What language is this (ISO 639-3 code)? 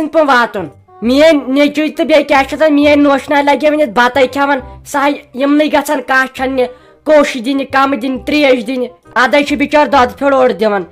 kas